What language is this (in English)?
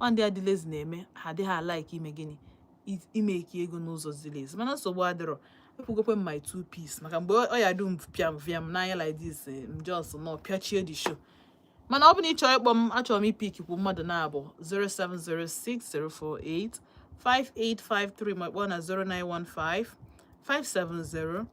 Igbo